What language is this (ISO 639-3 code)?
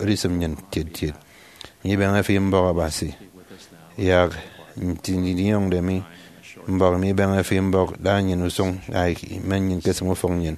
efi